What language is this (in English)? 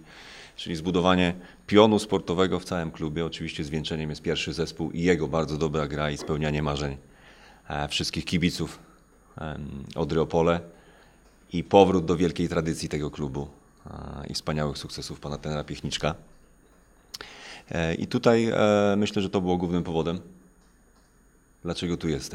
Polish